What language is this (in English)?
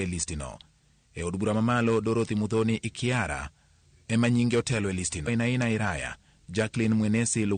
Luo (Kenya and Tanzania)